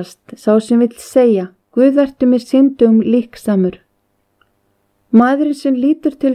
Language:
Icelandic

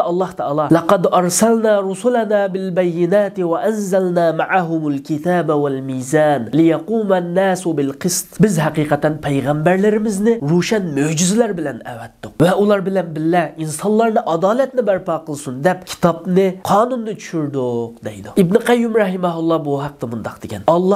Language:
Uyghur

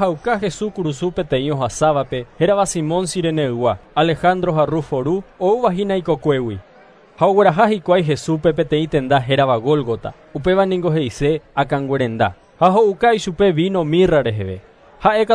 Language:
Guarani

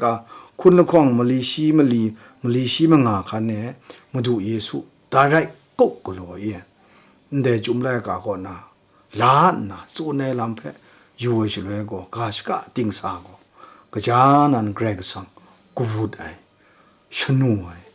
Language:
Kachin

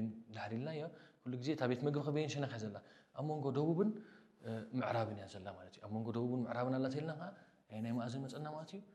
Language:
Tigrinya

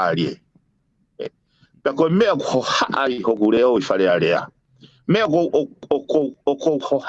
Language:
Tongan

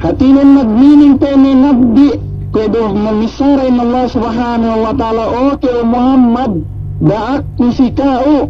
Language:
Yakan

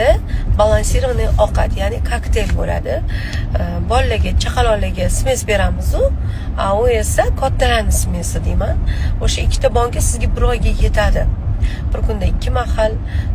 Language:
Uzbek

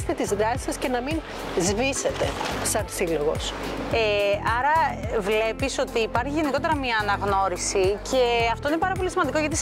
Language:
Greek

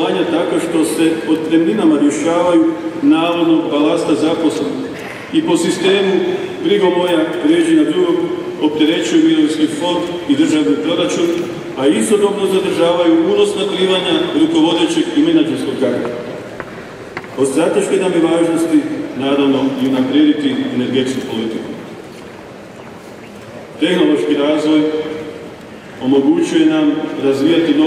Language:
Croatian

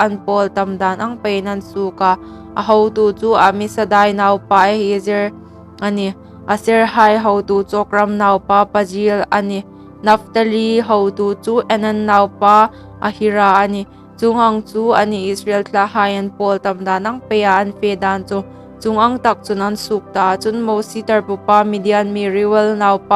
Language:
Hmar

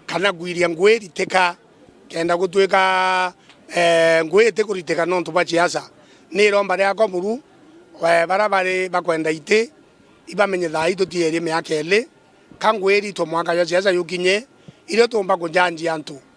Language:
Meru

